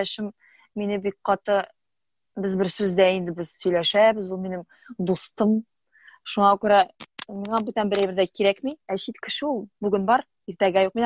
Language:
Tatar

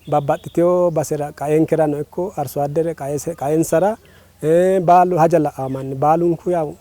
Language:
Sidamo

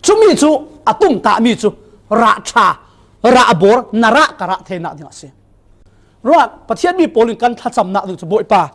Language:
Falam Chin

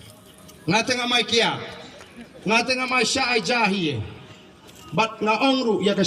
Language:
Khasi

